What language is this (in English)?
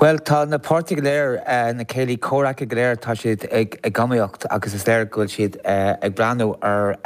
Irish